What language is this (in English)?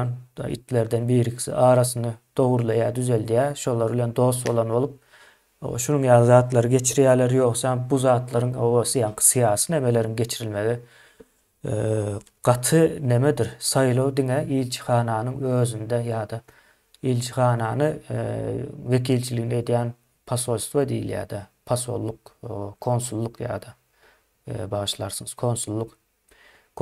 Turkmen